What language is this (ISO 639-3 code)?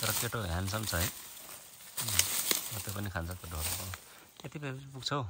nep